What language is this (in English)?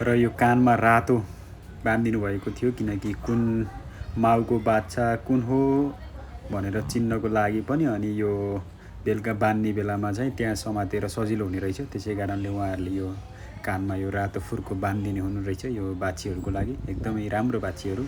Nepali